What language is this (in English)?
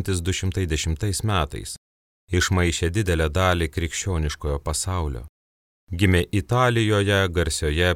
Lithuanian